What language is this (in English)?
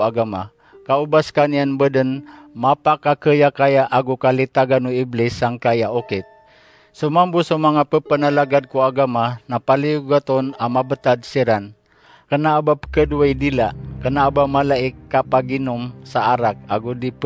Maranao